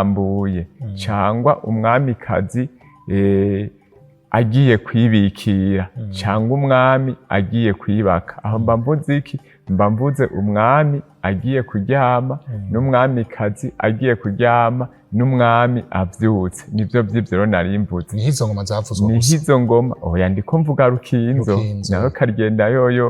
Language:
Rundi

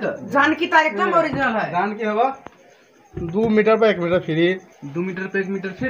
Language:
Maithili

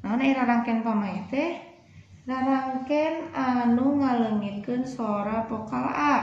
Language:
Sundanese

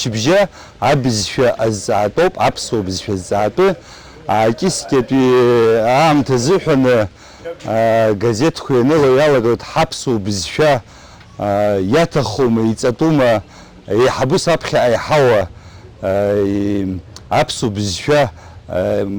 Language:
Abkhazian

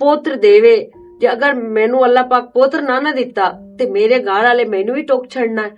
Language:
Western Panjabi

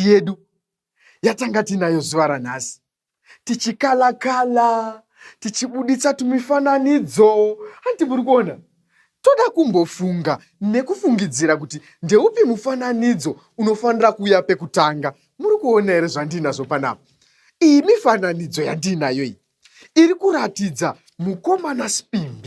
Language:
Shona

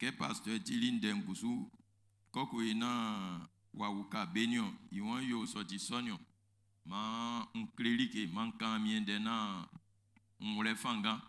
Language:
Baoulé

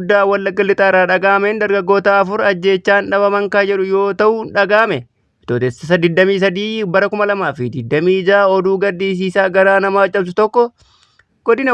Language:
Oromo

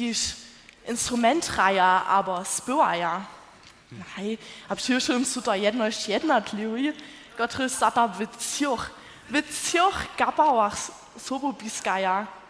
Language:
Upper Sorbian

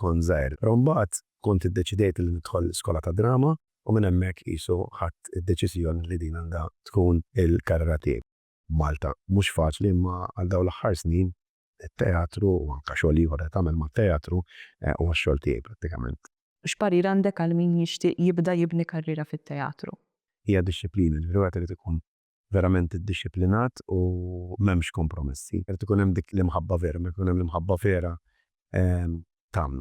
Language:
Maltese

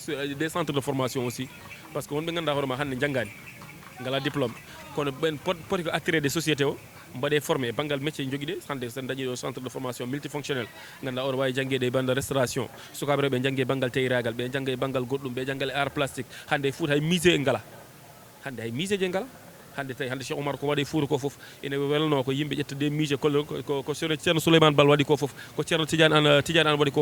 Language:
Fula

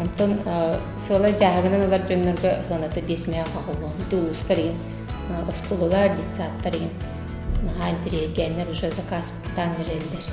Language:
Yakut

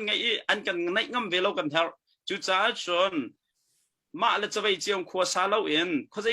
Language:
Hakha Chin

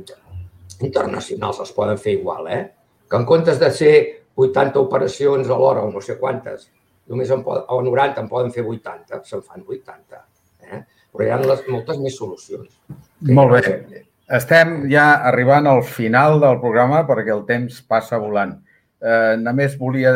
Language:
Catalan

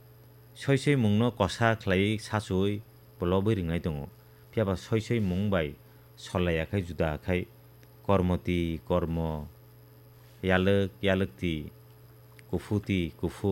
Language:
Kok Borok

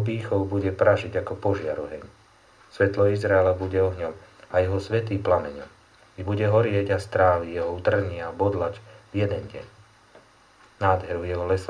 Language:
Slovak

